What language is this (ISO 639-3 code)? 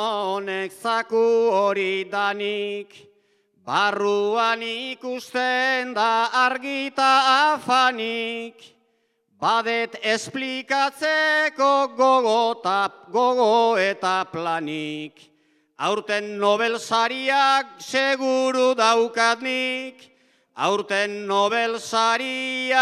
eus